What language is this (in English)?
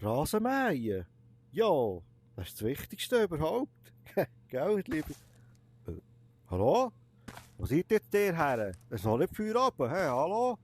Swiss German